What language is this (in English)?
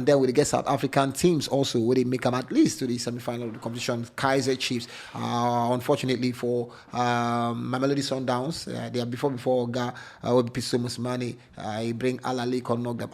Nigerian Pidgin